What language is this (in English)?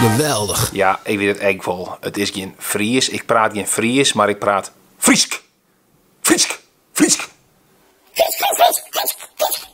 Western Frisian